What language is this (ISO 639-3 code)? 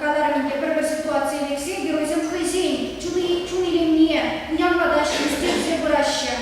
chv